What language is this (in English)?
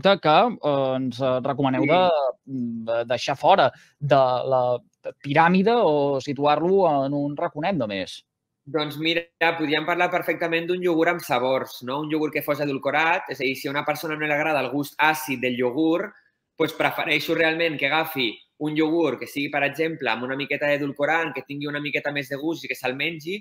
Catalan